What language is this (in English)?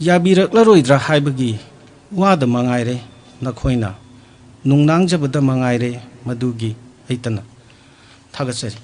Manipuri